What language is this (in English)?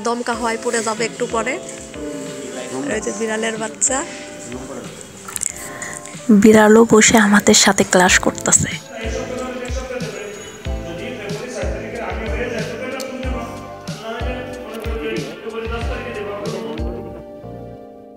Bangla